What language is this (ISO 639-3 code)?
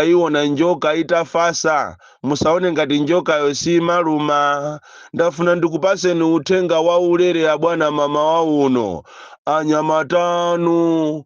nya